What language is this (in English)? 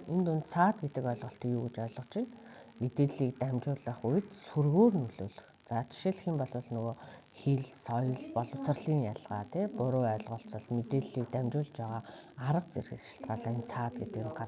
Mongolian